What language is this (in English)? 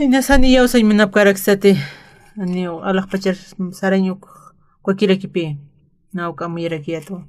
Aymara